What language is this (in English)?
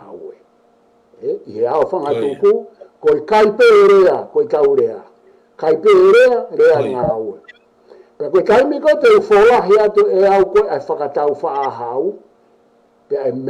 Tongan